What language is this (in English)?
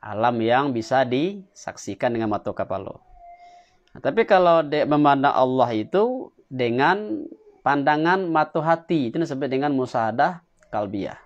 Minangkabau